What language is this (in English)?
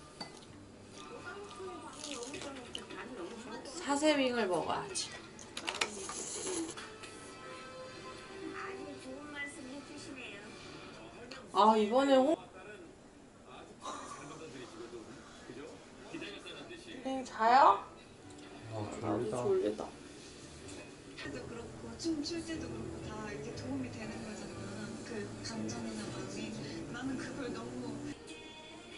Korean